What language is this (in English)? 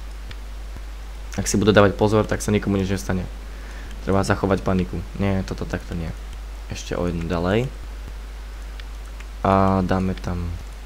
Slovak